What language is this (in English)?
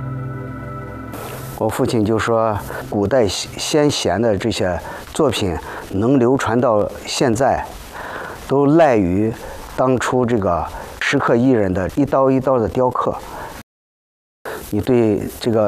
Chinese